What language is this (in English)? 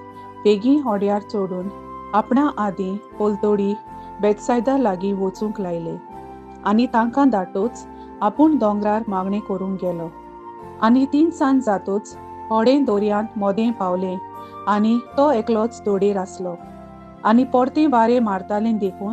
Konkani